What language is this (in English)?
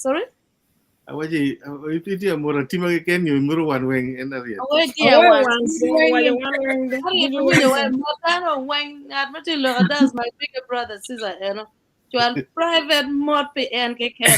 Acoli